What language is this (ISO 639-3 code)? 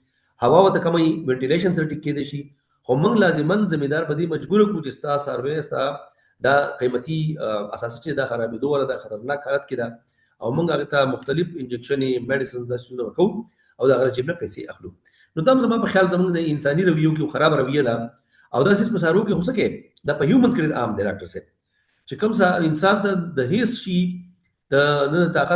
pus